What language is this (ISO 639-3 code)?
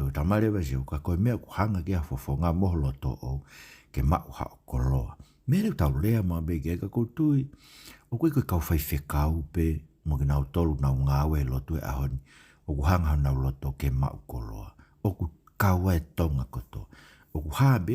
ton